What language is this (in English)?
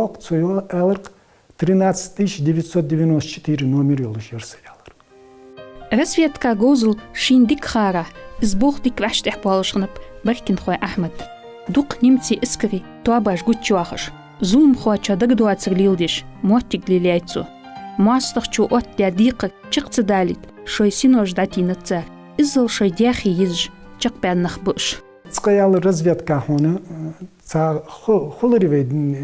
Ingush